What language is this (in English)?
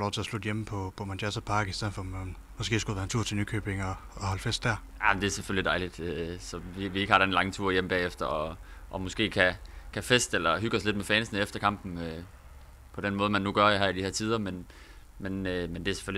Danish